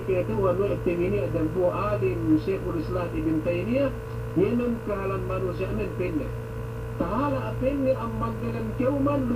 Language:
Yakan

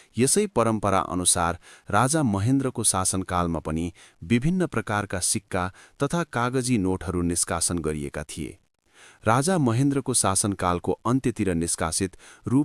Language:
Nepali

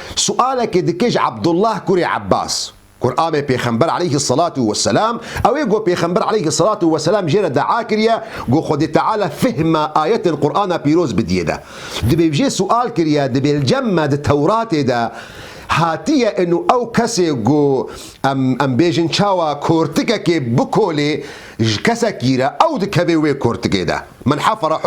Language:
Kurdish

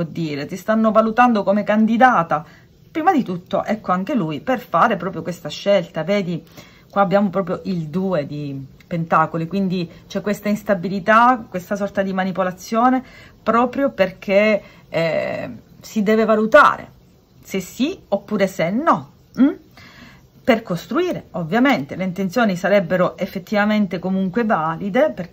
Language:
Italian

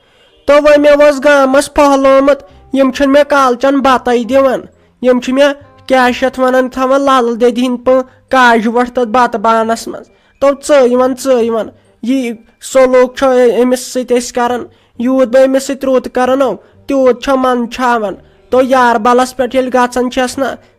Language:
Kashmiri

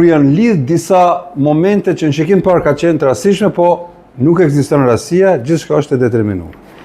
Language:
Albanian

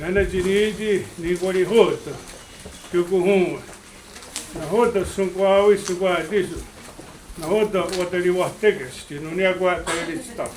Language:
Mohawk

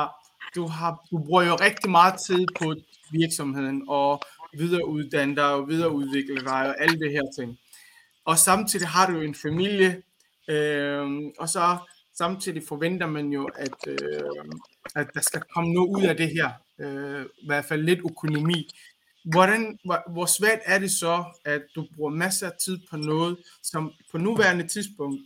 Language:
Danish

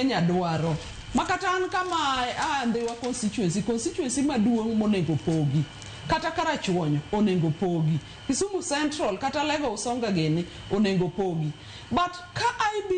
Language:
Luo (Kenya and Tanzania)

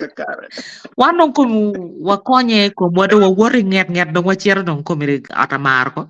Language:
Acoli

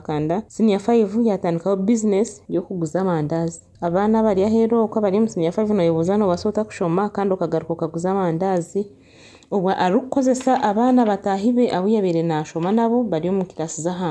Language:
Nyankole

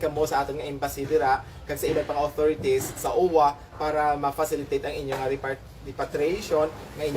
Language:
Hiligaynon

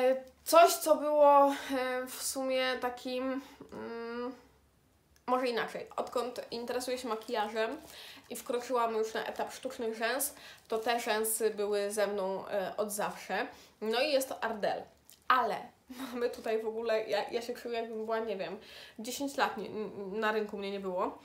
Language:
Polish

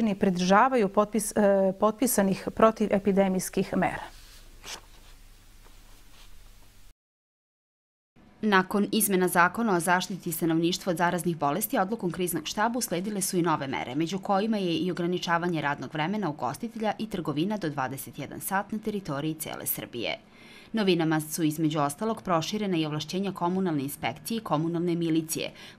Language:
Serbian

